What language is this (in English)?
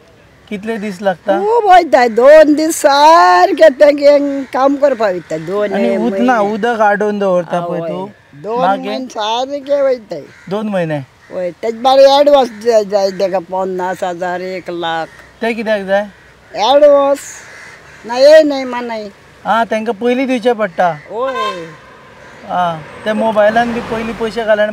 Konkani